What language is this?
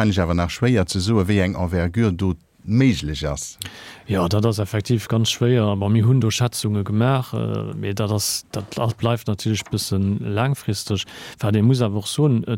Luxembourgish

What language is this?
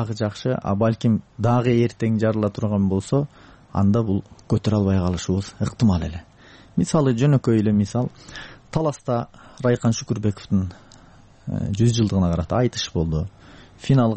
Kyrgyz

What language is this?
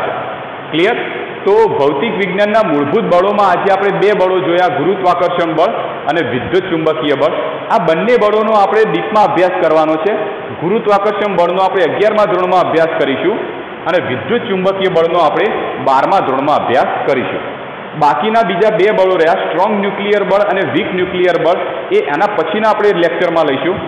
Gujarati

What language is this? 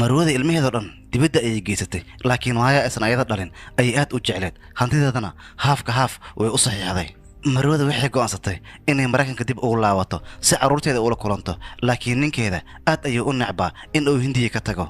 Somali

